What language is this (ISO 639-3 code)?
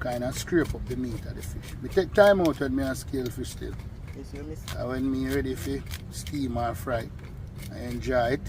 jam